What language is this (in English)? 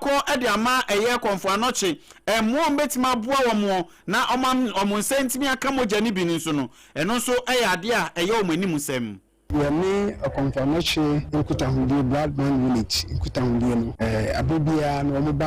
Akan